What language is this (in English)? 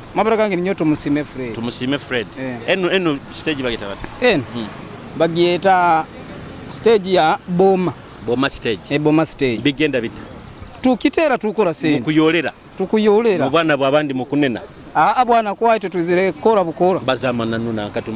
Nyoro